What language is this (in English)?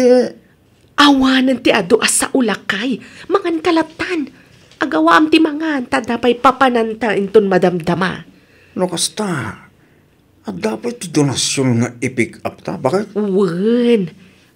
Iloko